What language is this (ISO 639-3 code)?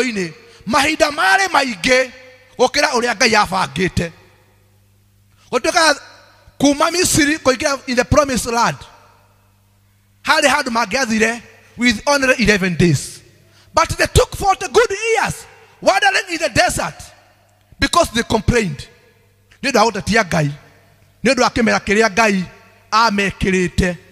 kik